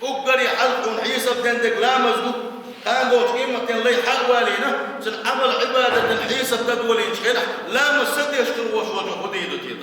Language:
Chechen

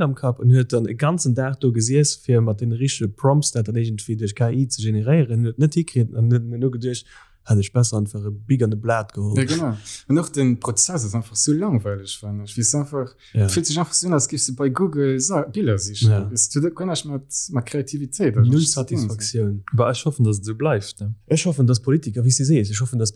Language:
Luxembourgish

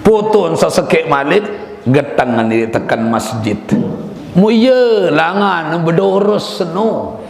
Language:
Sasak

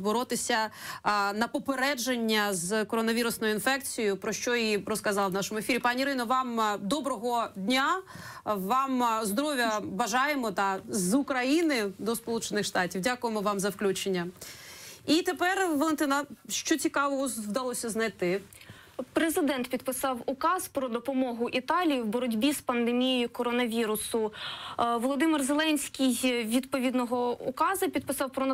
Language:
Ukrainian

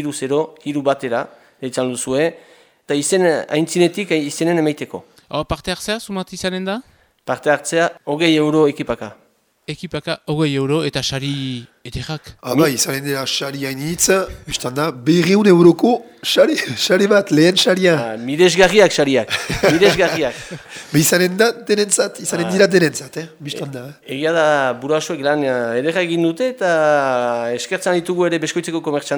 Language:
Basque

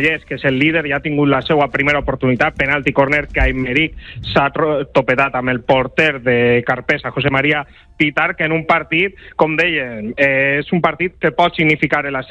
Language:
Catalan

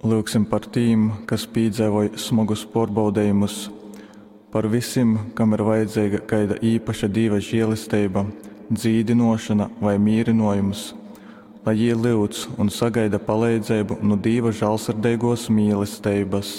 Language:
Latgalian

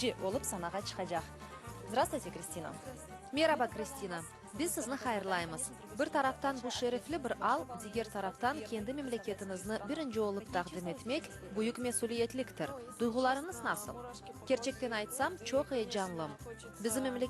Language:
Crimean Tatar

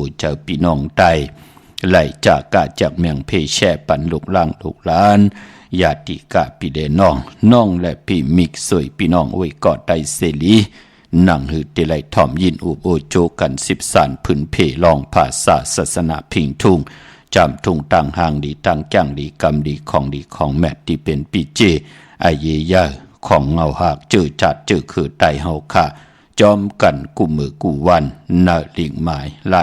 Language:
Shan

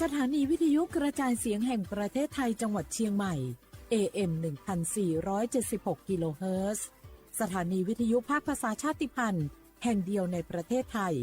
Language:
Lahu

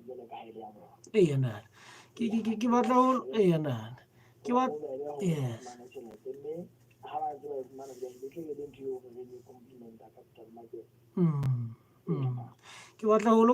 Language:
Southern Sotho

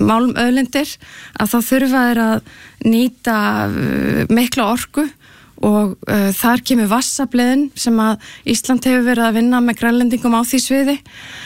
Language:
Icelandic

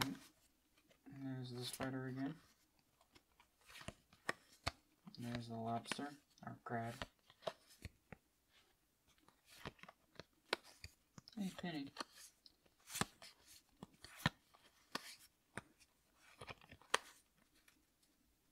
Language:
English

